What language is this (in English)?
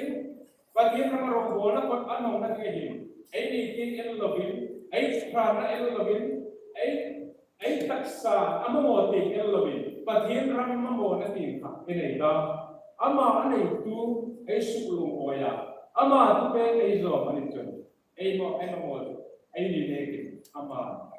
Hmar